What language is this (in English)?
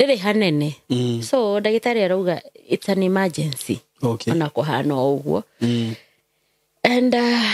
Kikuyu